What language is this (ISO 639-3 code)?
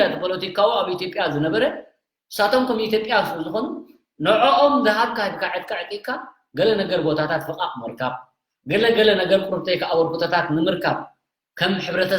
tir